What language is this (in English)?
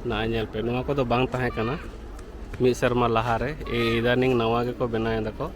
Santali